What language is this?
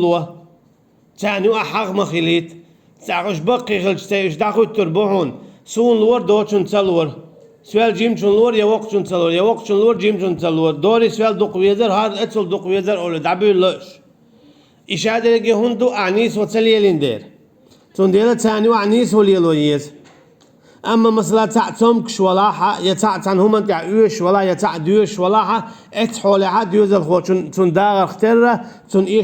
Chechen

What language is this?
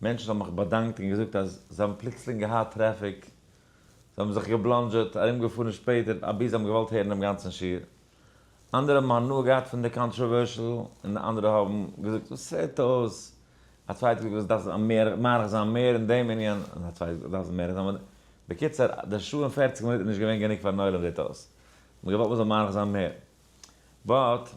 Yiddish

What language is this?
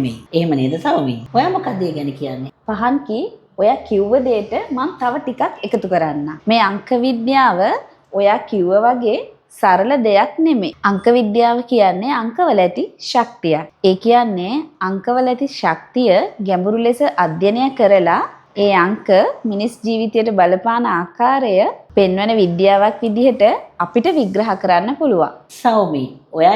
Sinhala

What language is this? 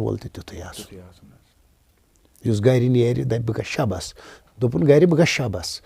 Kashmiri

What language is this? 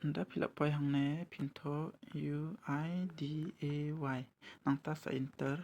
Khasi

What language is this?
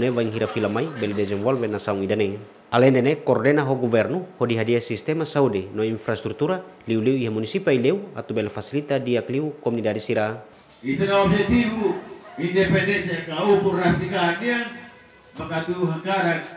Tetum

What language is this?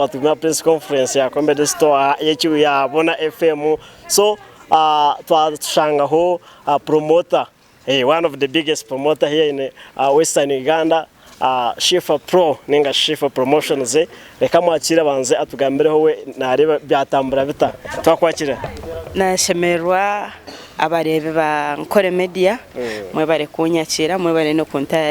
Nyankole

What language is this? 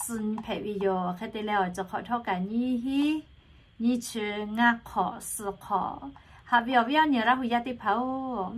Lahu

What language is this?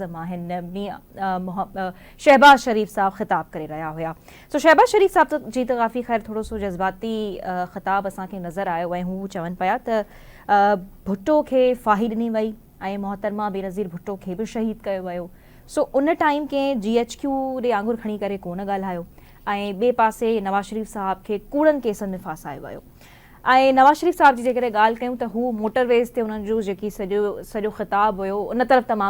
Sindhi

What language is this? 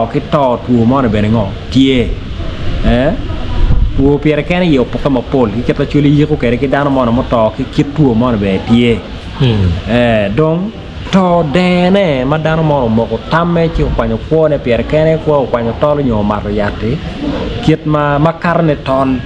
Acoli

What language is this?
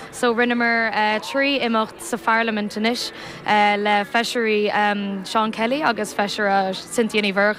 Irish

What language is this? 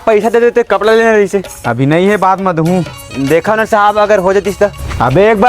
Chhattisgarhi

